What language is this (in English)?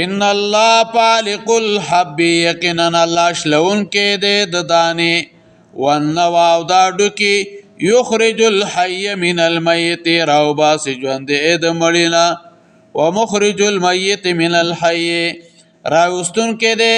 Pashto